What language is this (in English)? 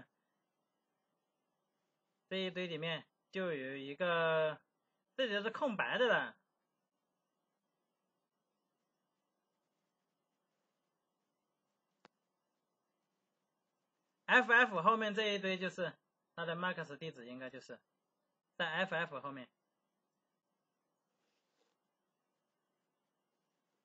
Chinese